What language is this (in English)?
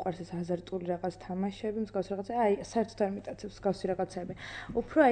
Georgian